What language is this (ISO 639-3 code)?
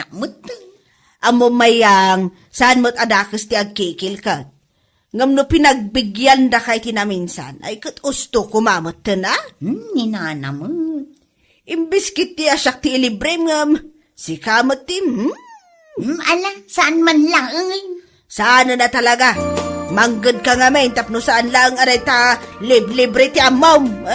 ilo